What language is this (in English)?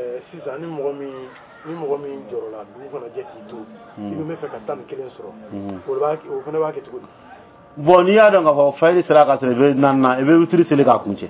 Dyula